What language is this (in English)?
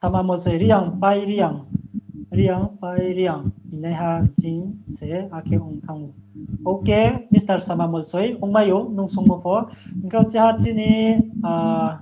Riang (India)